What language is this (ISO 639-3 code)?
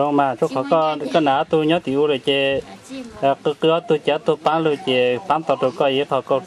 hmn